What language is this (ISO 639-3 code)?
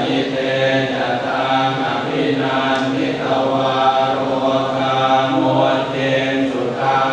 pli